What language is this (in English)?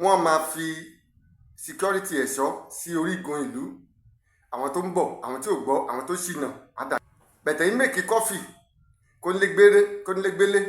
Yoruba